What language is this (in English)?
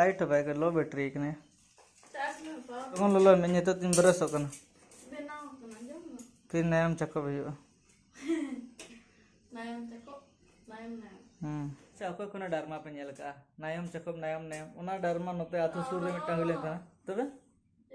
Santali